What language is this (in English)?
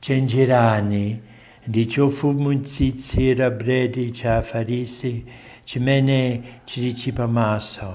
Nyanja